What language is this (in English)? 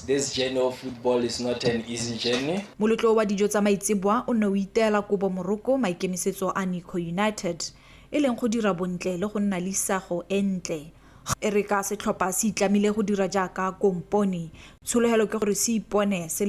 Tswana